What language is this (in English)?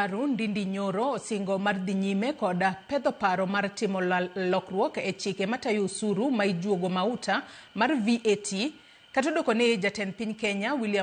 Luo (Kenya and Tanzania)